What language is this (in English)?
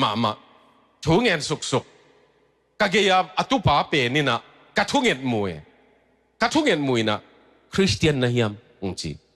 Tedim Chin